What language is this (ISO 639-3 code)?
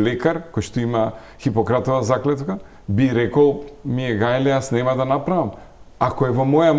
mkd